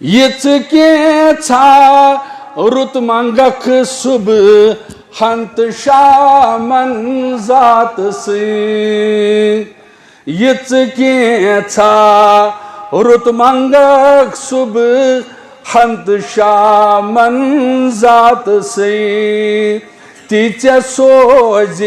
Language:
Kashmiri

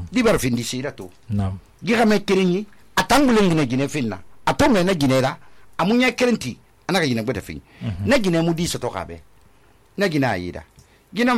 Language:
Susu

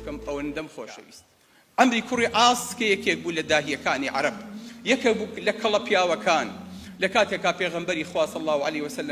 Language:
Central Kurdish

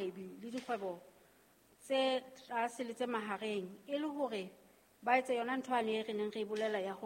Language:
Southern Sotho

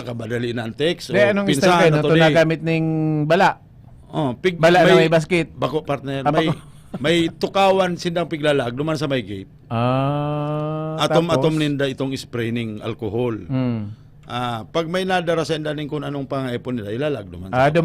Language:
Bikol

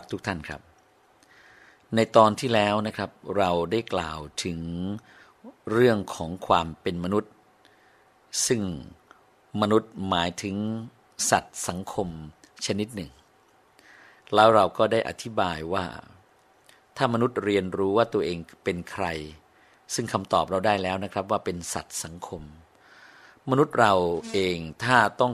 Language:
Thai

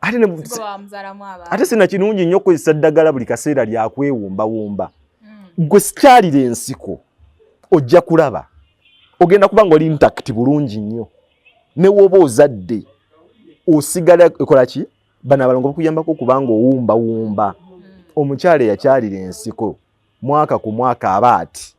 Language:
Ganda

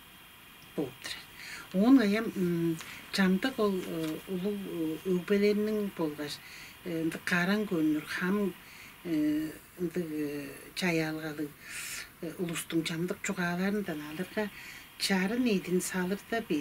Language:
Tuvinian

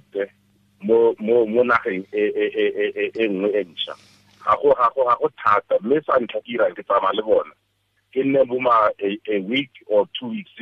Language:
Tswana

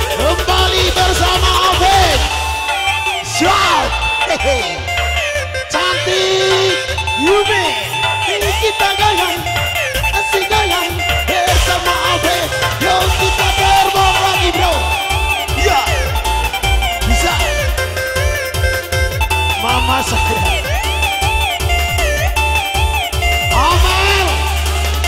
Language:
Indonesian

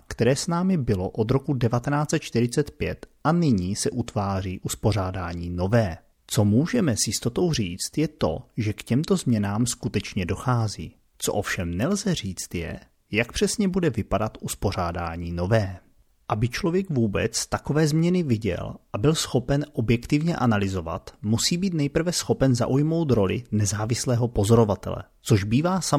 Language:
Czech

